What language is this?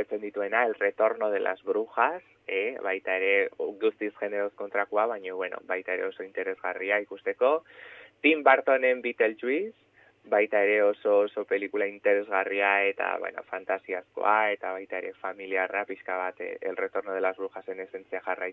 Basque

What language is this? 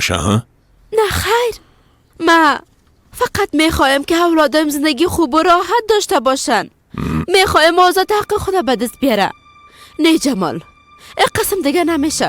Persian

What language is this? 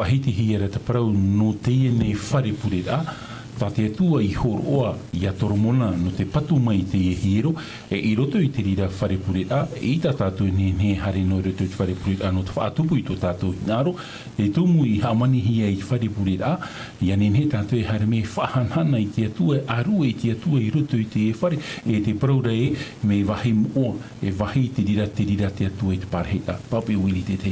Tahitian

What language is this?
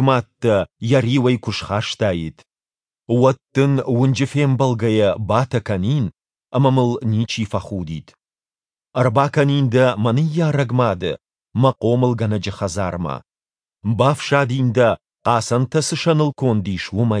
Ossetic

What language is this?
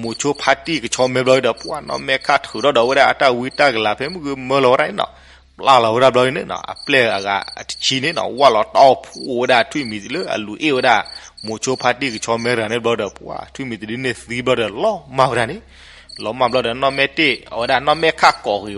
S'gaw Karen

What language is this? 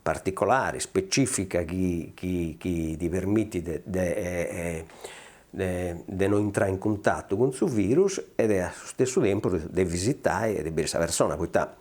Sardinian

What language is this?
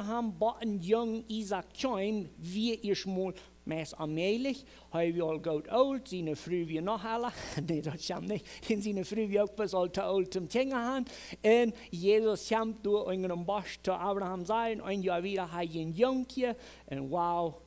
Plautdietsch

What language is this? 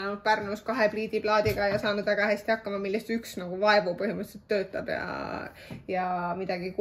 Estonian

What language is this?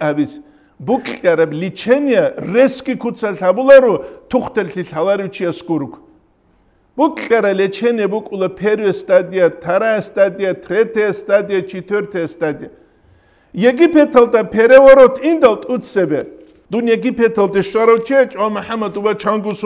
Avaric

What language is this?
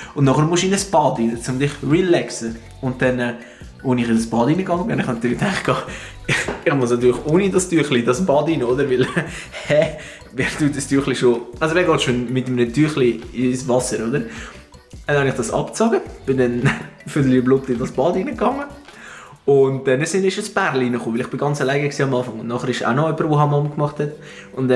Swiss German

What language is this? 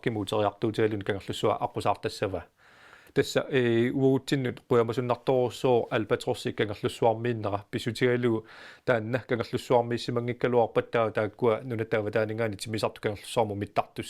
Kalaallisut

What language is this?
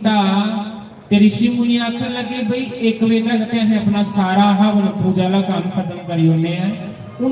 Dogri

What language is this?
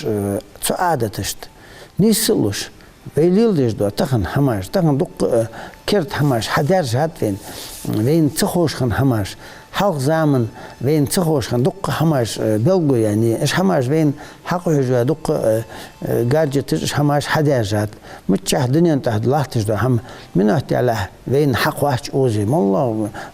Ingush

